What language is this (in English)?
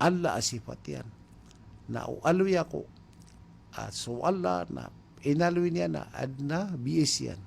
Maranao